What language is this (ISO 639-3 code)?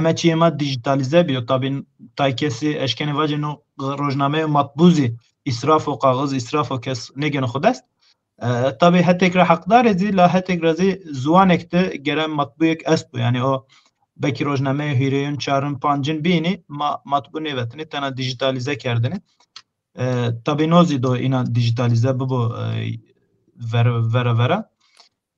zza